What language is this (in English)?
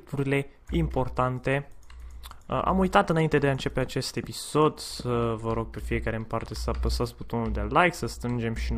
Romanian